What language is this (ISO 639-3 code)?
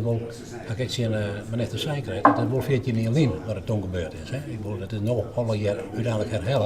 fry